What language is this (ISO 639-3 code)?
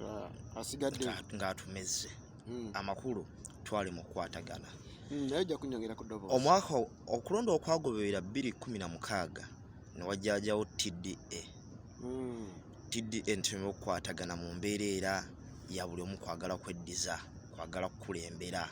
lug